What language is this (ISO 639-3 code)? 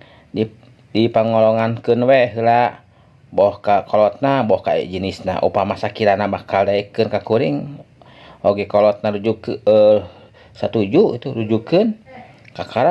sun